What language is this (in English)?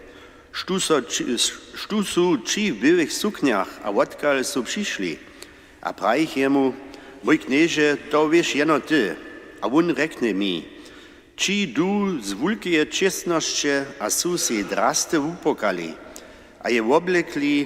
Upper Sorbian